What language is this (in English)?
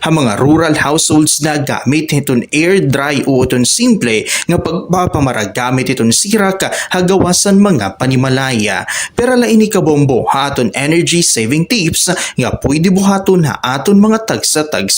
Waray